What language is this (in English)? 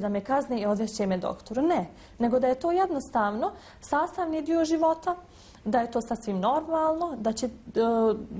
Bosnian